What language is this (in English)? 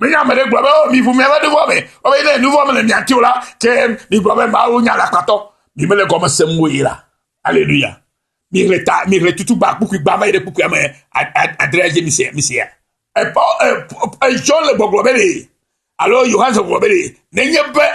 Ewe